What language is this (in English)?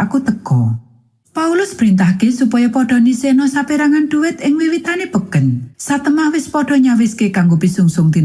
Javanese